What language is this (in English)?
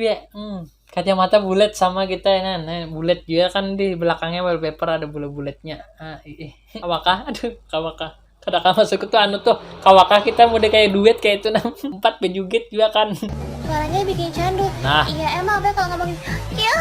Banjar